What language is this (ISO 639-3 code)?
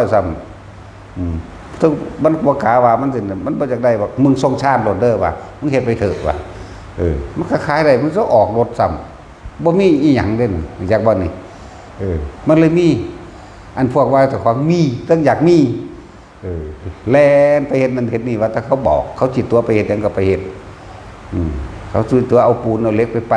tts